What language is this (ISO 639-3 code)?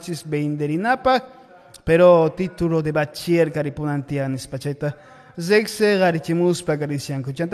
que